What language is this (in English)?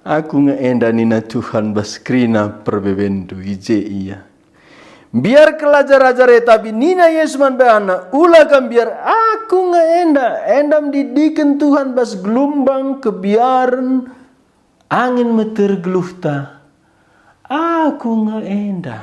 Batak Karo